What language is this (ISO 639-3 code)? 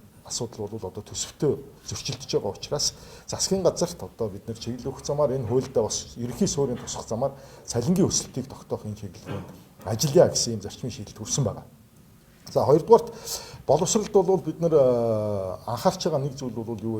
mon